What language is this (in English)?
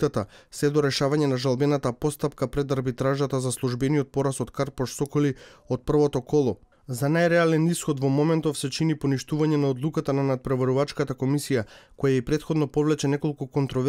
Macedonian